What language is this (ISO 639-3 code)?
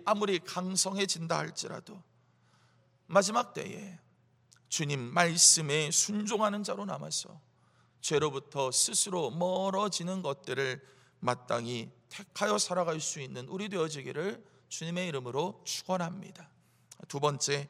kor